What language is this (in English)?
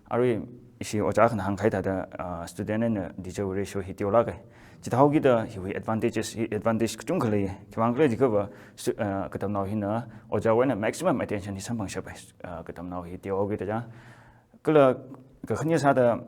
Tangkhul Naga (India)